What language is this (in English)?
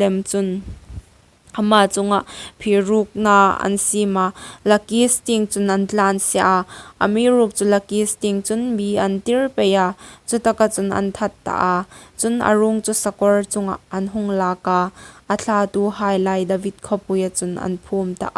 Hmar